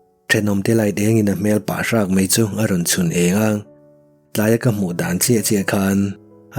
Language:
Mizo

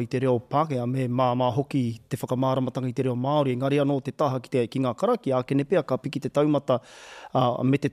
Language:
Māori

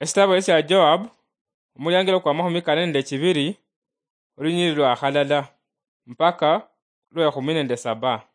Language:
Luyia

